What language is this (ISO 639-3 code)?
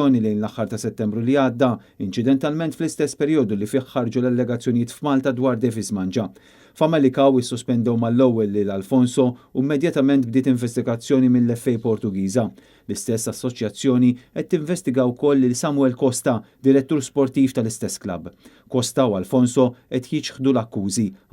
mlt